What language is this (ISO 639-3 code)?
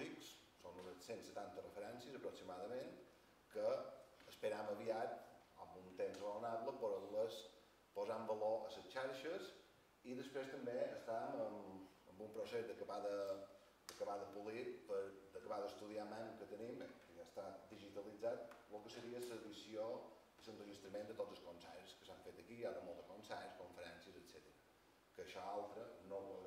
cat